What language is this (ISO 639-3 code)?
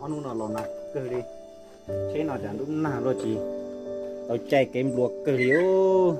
hmn